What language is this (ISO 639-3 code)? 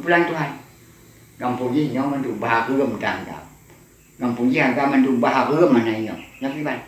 ace